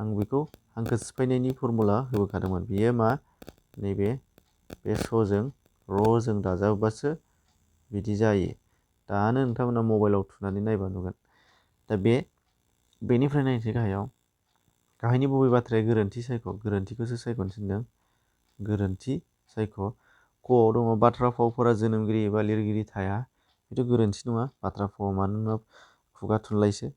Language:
Bodo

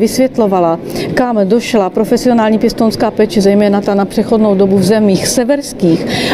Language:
Czech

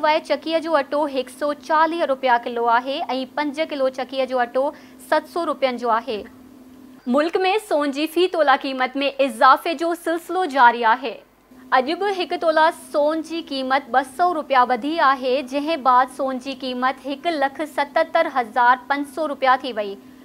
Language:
Sindhi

